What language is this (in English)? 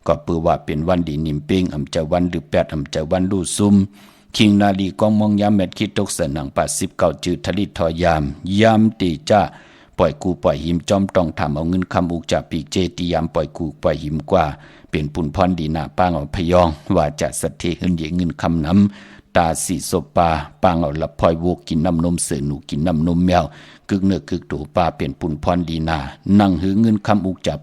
Shan